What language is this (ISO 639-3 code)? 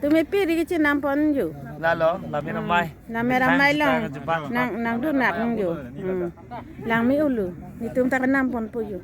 mjw